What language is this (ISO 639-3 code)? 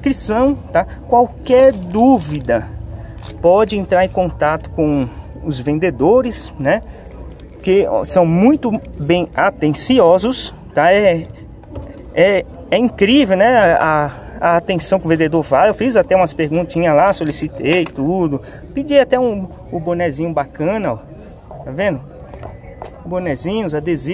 por